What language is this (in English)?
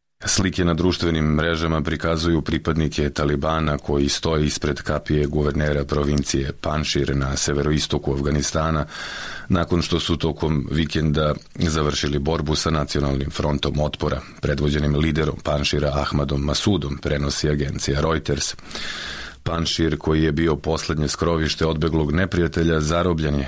Serbian